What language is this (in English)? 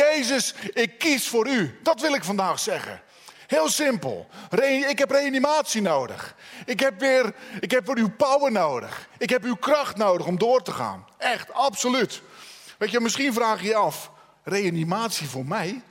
Dutch